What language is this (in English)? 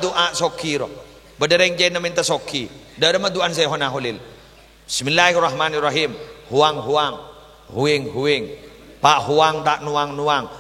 Madurese